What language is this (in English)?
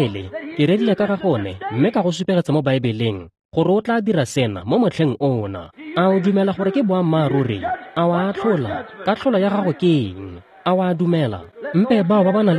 Tswana